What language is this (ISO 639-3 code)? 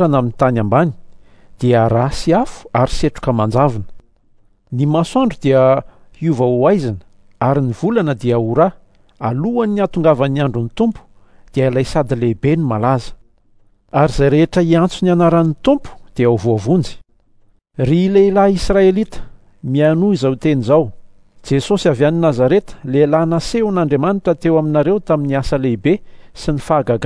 mlg